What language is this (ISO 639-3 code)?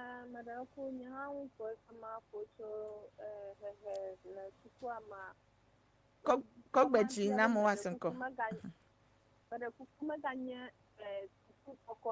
ewe